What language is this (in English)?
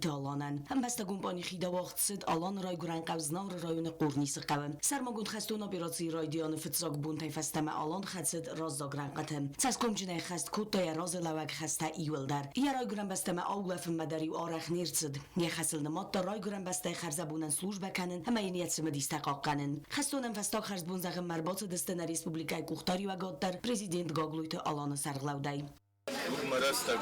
Ossetic